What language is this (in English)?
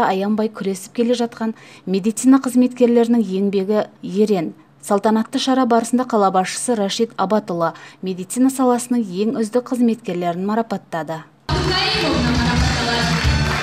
Kazakh